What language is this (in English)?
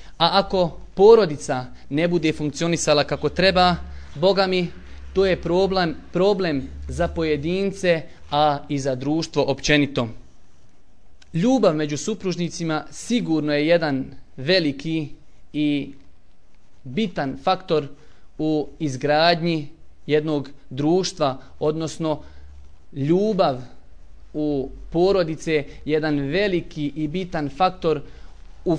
Bosnian